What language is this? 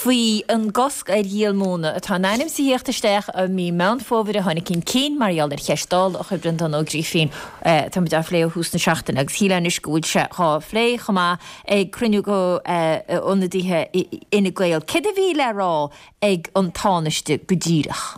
Irish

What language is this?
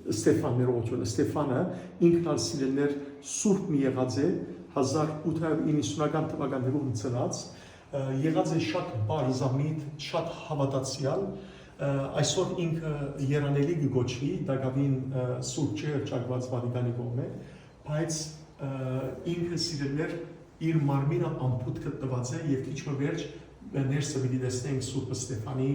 Western Armenian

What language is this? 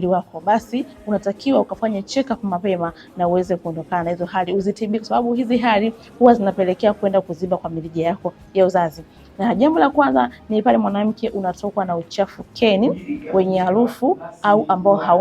Swahili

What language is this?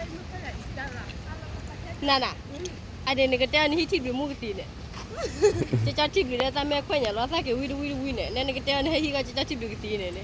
S'gaw Karen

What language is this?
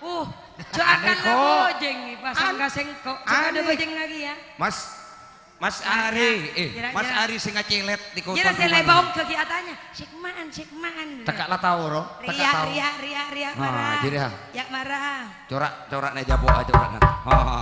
Madurese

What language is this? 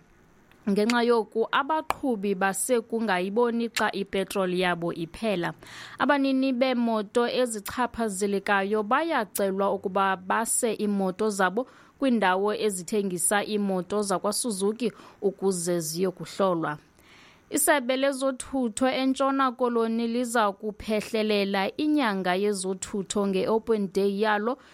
Xhosa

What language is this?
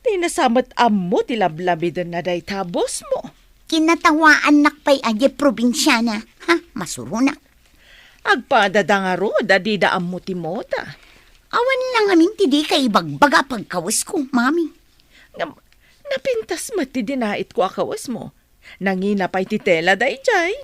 Iloko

